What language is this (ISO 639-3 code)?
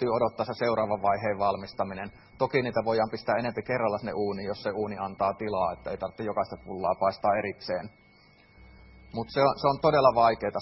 fin